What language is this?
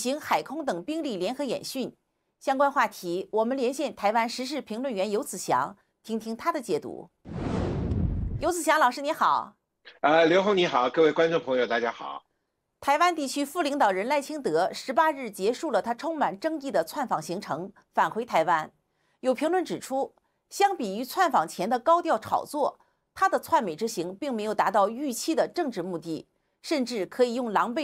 Chinese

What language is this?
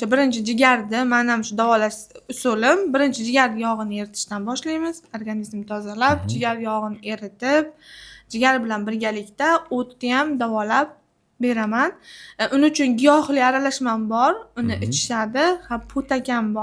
Uzbek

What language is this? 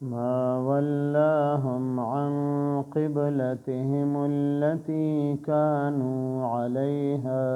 Pashto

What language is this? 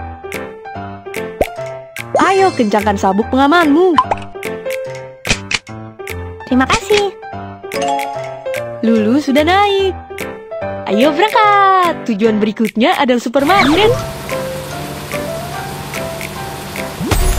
Indonesian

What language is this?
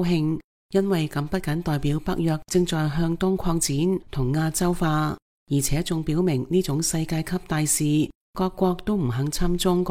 Cantonese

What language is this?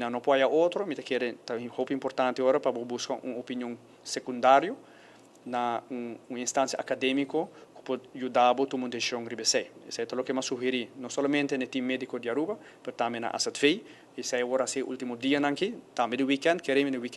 Papiamento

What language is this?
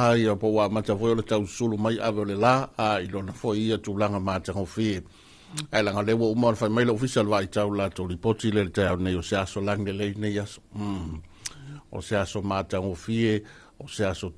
Samoan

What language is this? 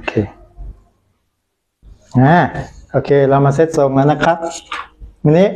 Thai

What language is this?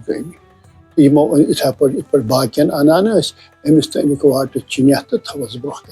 Kashmiri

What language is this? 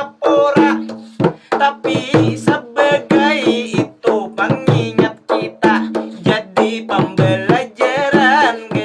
Banjar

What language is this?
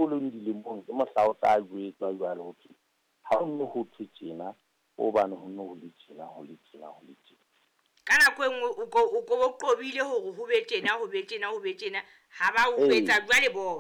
Southern Sotho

